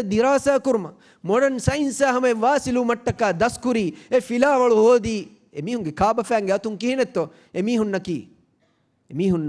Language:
Divehi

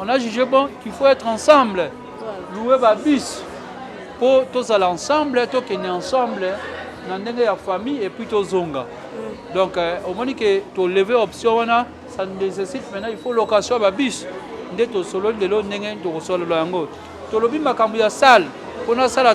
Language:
Lingala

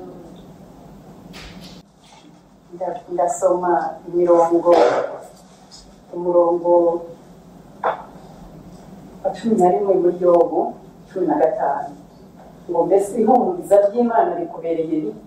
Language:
Kinyarwanda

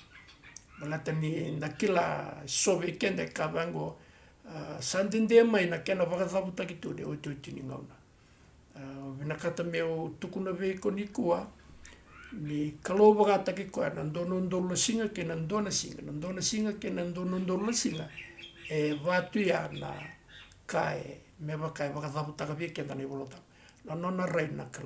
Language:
Fijian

